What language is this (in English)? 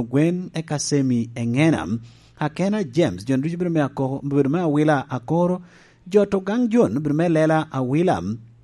Lango (Uganda)